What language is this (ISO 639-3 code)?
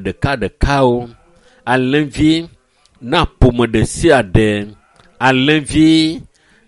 ewe